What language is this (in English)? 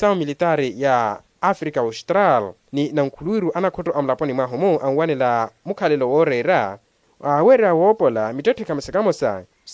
Makhuwa